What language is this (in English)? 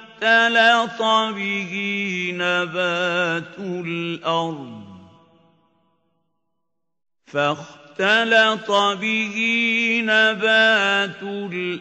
Arabic